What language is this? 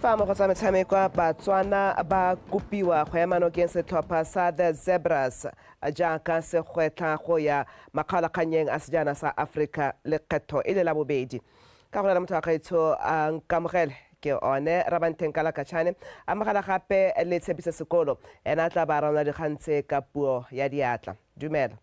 Tswana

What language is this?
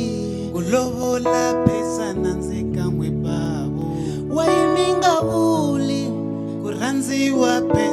Tsonga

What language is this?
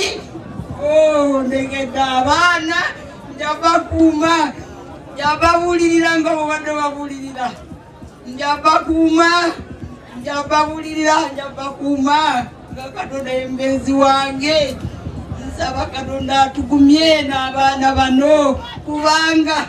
Ganda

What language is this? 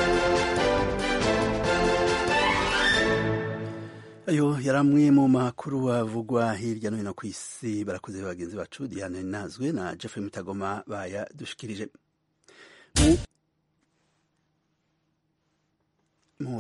Kinyarwanda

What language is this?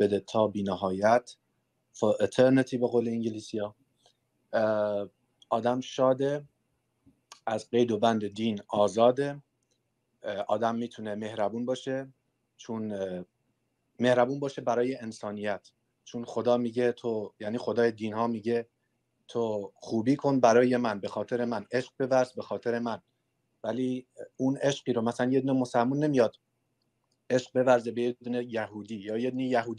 Persian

